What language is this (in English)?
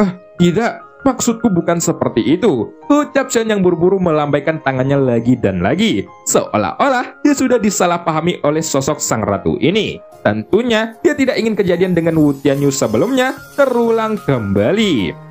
Indonesian